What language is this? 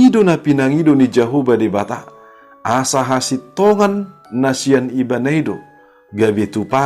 Batak Toba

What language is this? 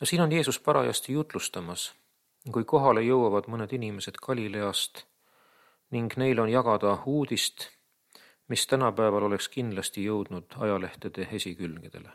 Estonian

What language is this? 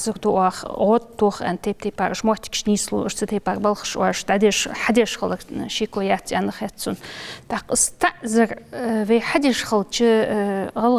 Ingush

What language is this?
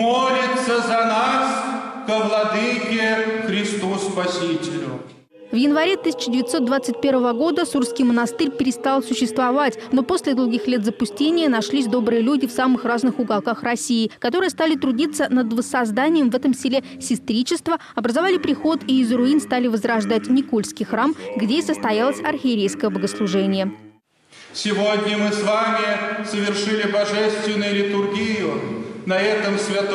Russian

